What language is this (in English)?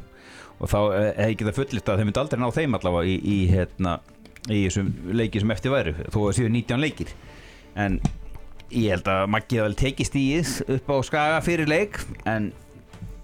Icelandic